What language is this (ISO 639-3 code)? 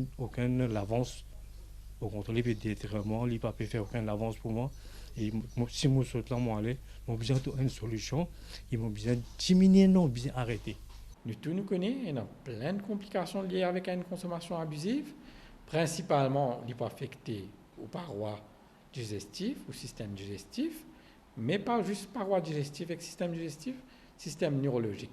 mfe